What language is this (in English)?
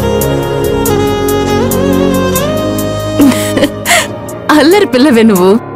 Telugu